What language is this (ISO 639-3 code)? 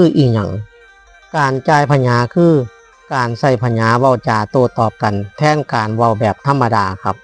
lao